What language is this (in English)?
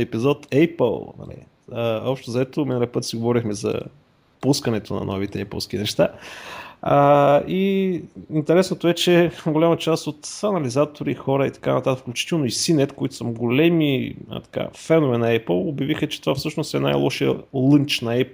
Bulgarian